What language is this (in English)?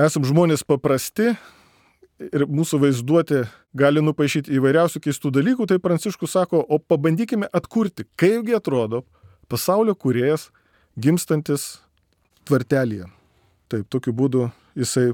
Lithuanian